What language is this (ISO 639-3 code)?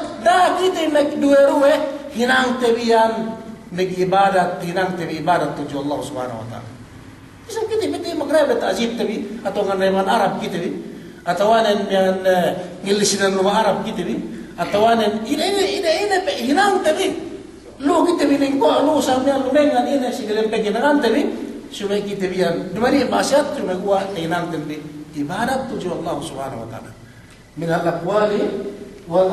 yka